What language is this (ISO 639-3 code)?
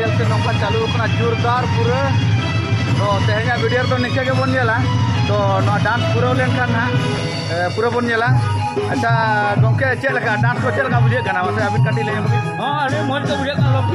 sat